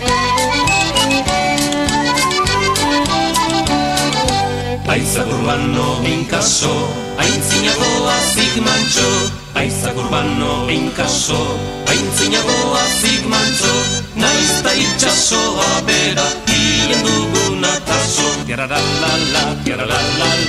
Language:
Basque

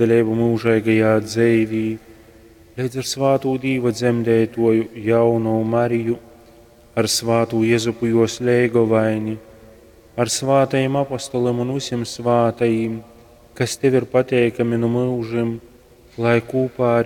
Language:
Latgalian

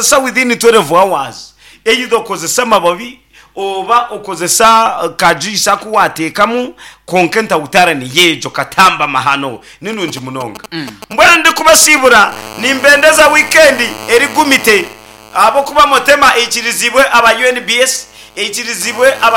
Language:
Nyankole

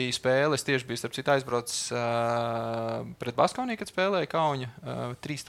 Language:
Latvian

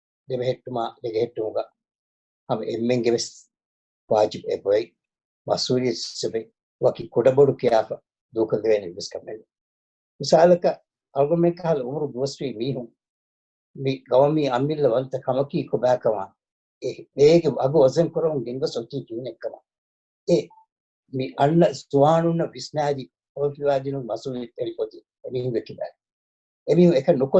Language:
Divehi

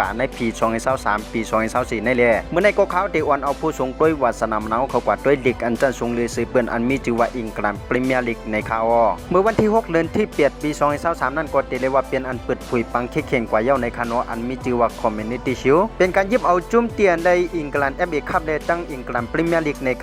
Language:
Shan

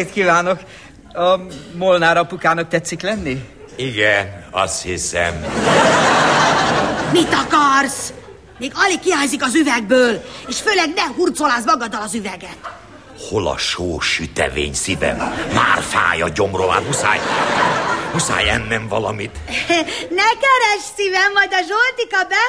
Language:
Hungarian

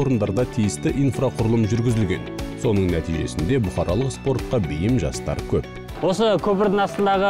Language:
Kazakh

